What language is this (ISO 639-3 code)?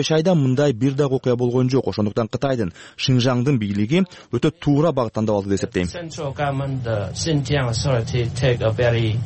kir